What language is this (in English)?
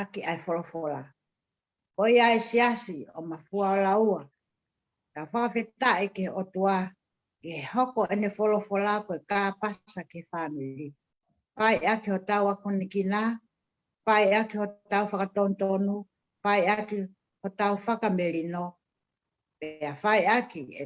Tongan